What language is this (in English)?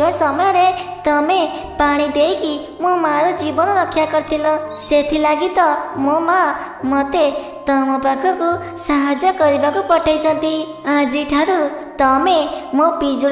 Odia